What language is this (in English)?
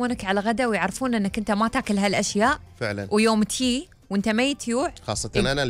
Gulf Arabic